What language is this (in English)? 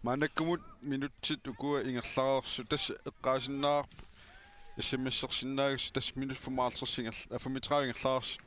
Kalaallisut